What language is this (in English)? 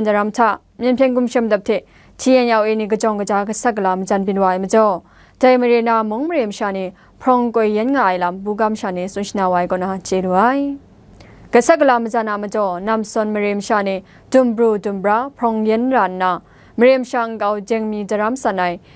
Kachin